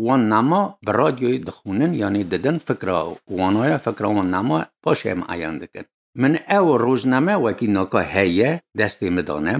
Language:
Kurdish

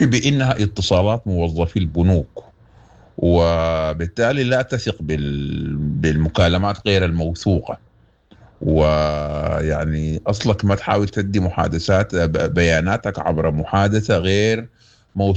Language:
Sudanese Arabic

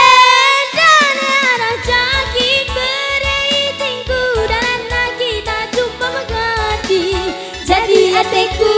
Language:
Batak Karo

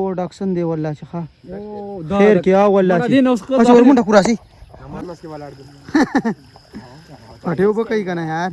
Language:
Pashto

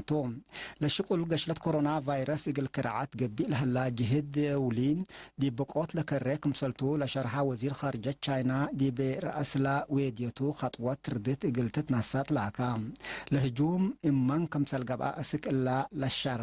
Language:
Tigre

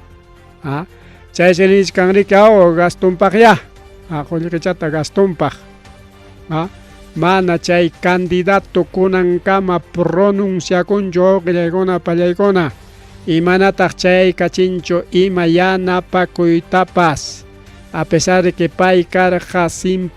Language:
Ayacucho Quechua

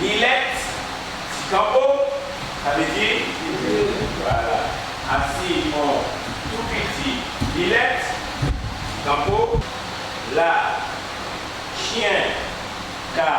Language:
Guadeloupean Creole French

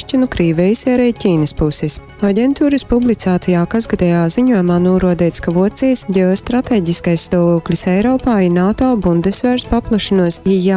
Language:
Latgalian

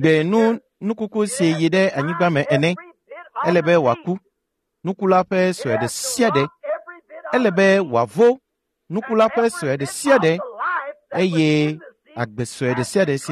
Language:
Ewe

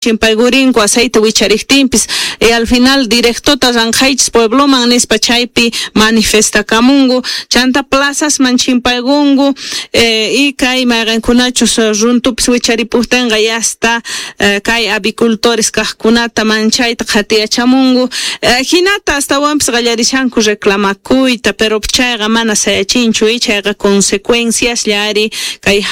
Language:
Quechua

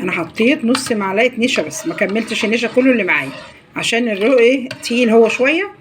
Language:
Egyptian Arabic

